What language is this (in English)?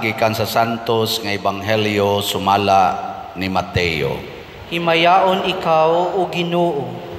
Cebuano